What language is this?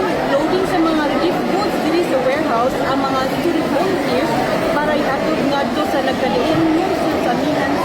Cebuano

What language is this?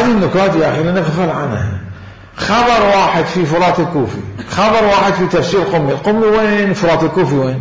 Mesopotamian Arabic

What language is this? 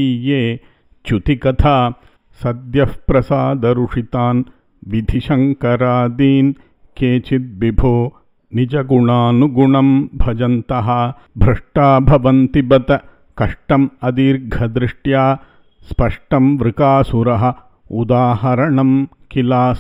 Sanskrit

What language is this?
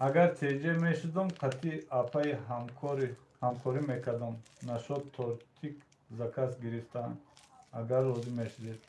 Tajik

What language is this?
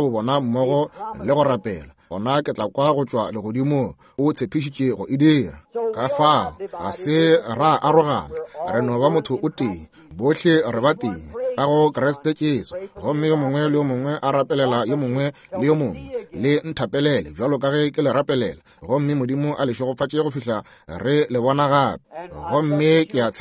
Northern Sotho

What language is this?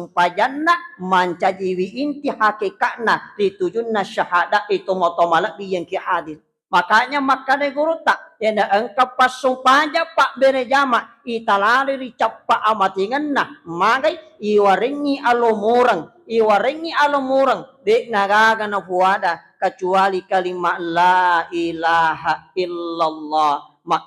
Buginese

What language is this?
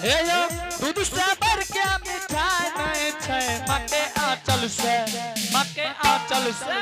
Angika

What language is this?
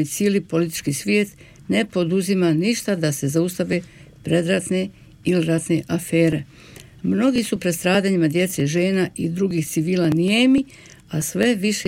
Bosnian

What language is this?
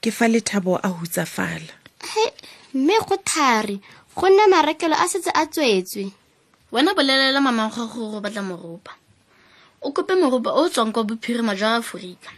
Tswana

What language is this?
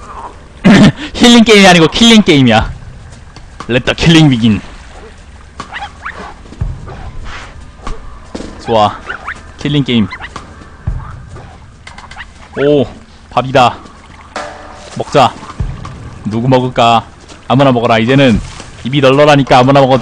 Korean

